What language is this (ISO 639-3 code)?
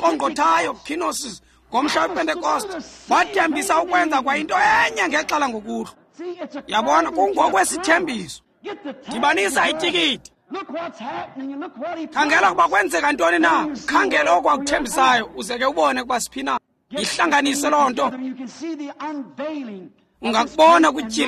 xho